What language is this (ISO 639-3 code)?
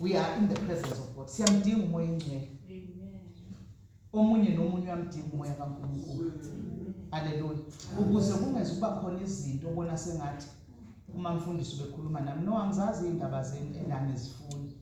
zul